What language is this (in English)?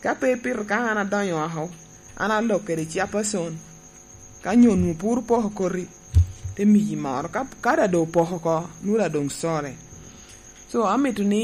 Lango (Uganda)